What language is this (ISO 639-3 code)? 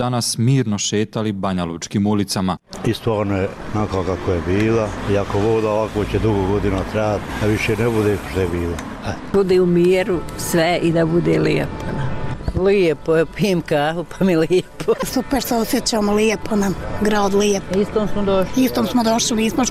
hrv